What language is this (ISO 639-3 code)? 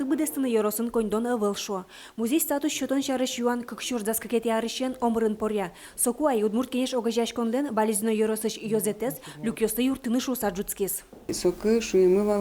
udm